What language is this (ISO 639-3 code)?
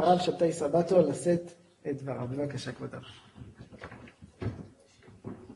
heb